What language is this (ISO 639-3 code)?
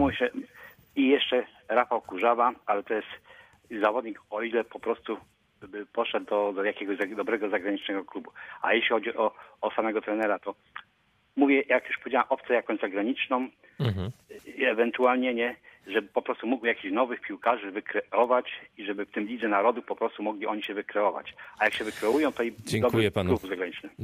pol